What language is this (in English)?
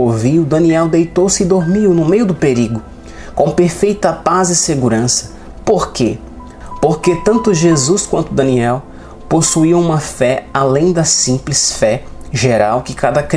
Portuguese